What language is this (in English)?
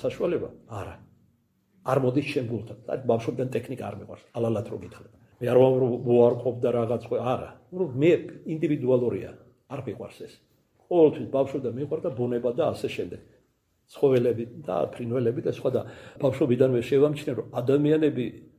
Georgian